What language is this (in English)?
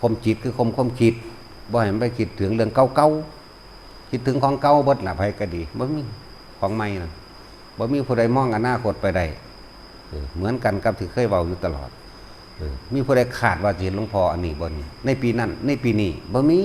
Northeastern Thai